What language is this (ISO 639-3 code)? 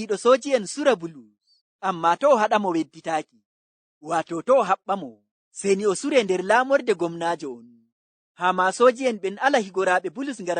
ful